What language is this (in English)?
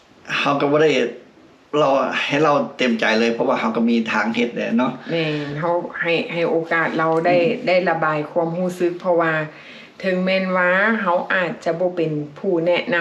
Lao